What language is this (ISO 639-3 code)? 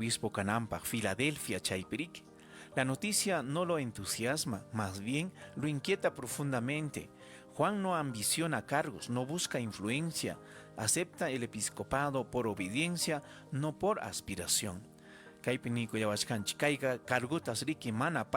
quy